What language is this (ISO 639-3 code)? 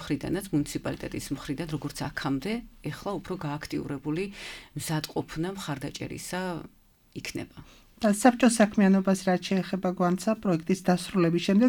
kat